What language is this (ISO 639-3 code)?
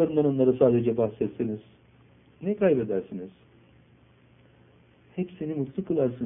tur